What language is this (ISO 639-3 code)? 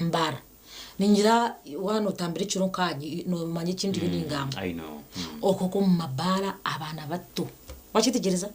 nyn